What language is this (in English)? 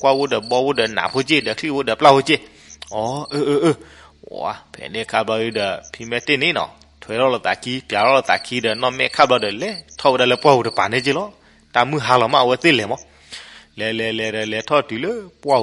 S'gaw Karen